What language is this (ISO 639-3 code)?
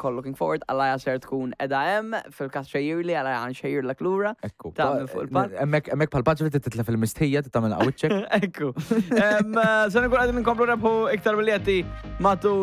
mlt